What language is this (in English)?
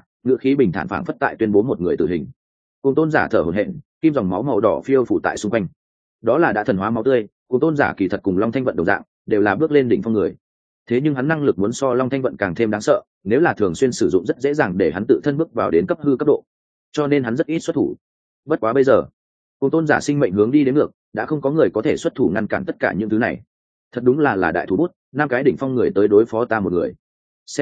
Vietnamese